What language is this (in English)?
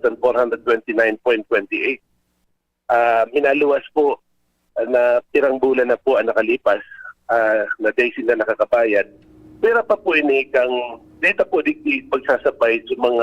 Bikol